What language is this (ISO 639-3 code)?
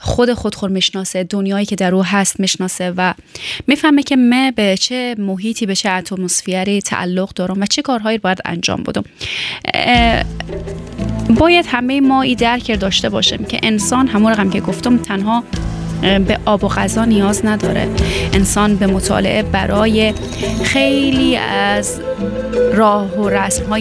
fas